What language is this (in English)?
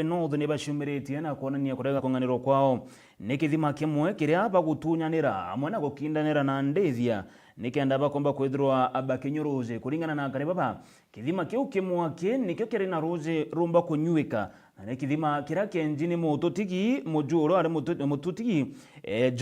Meru